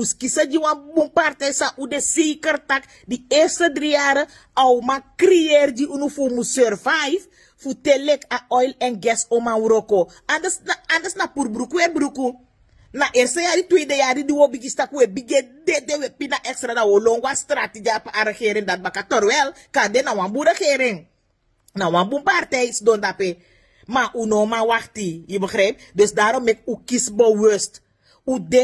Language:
Sranan Tongo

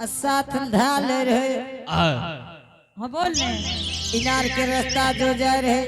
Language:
Angika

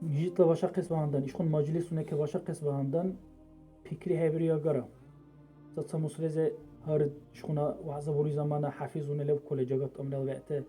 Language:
Dargwa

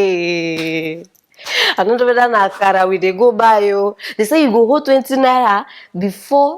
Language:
Nigerian Pidgin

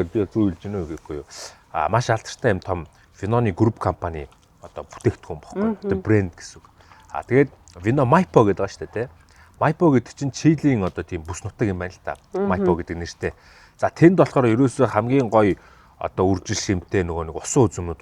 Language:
Mongolian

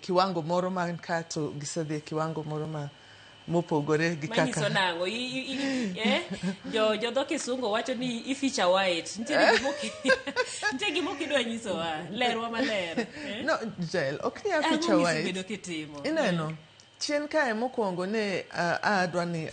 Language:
Luo (Kenya and Tanzania)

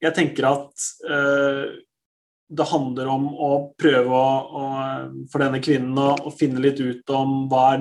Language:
Norwegian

